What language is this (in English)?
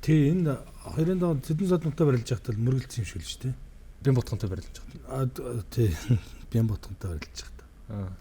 Mongolian